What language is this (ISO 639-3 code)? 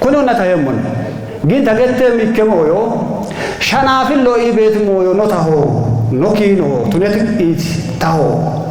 kbr